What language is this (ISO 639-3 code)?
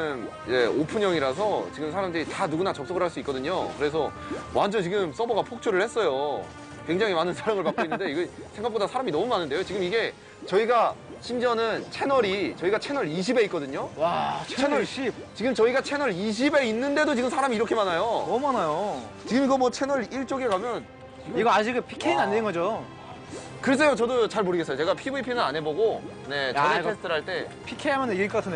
kor